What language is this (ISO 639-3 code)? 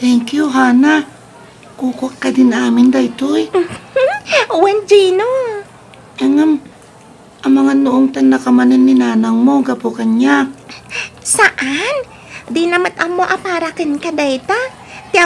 ilo